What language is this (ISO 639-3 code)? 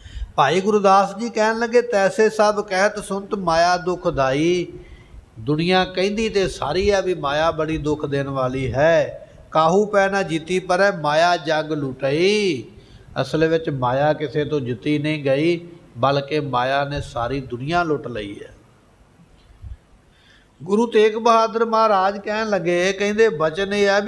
pan